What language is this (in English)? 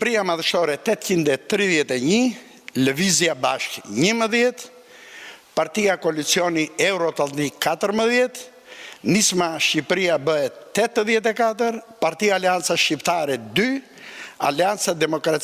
Albanian